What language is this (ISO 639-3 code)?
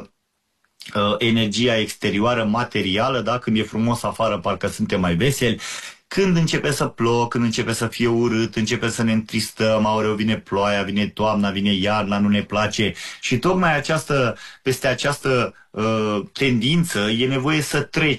ron